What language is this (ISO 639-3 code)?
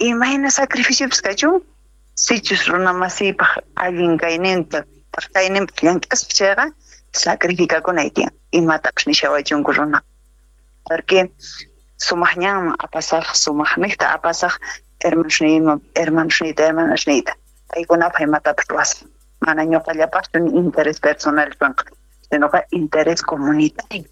quh